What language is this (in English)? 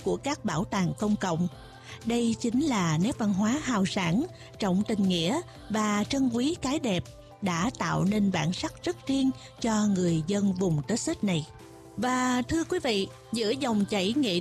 Vietnamese